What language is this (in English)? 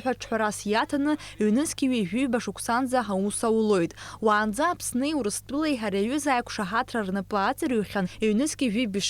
Abkhazian